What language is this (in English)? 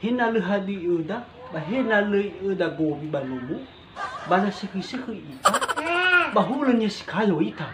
Nias